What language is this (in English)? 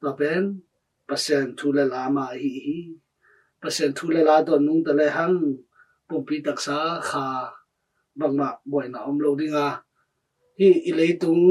Tedim Chin